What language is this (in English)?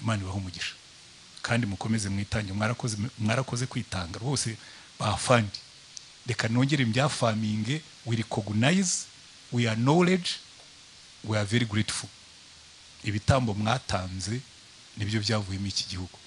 Kinyarwanda